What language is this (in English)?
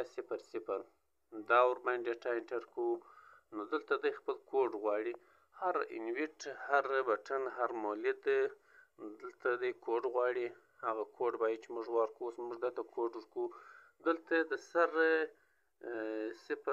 Pashto